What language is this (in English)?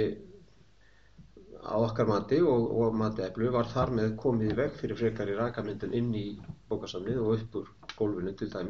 Icelandic